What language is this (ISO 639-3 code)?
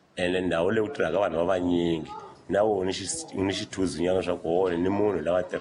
tso